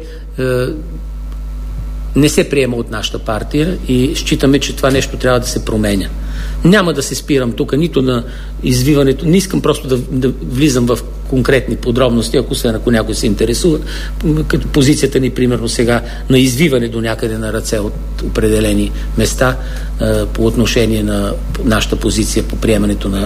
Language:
Bulgarian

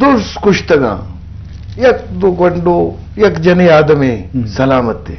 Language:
Eastern Balochi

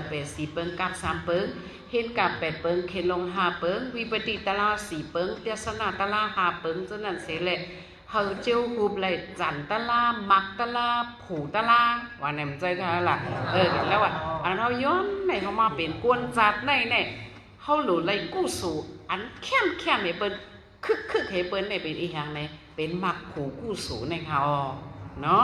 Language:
Shan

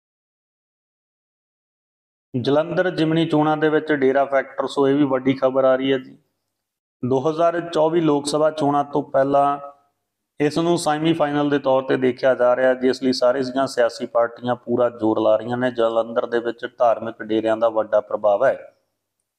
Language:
Punjabi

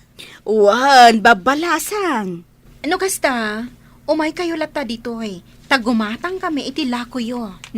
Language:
Iloko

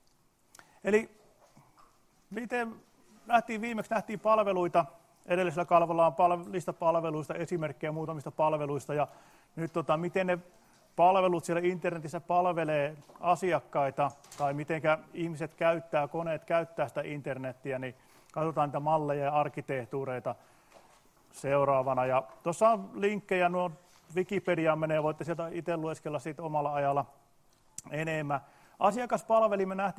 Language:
Finnish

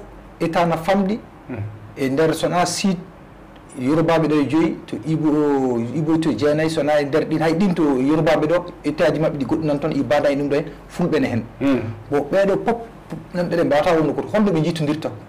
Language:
Fula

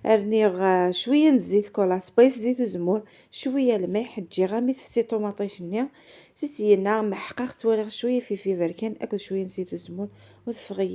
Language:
Kabyle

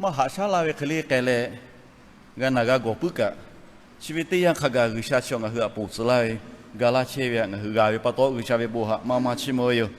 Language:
Lahu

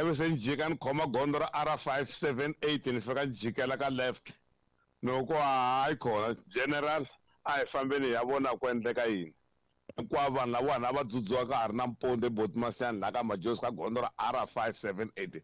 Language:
Tsonga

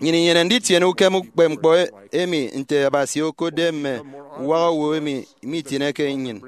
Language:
Efik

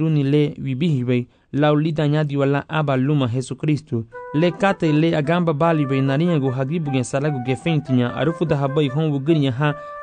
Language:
Garifuna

